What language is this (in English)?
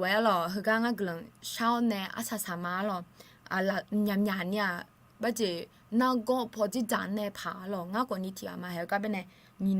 Akha